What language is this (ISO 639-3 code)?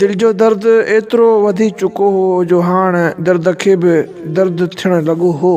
snd